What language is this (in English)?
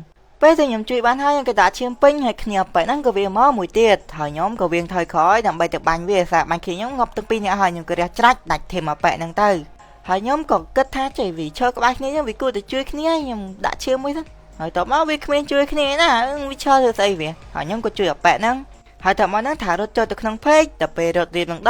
Khmer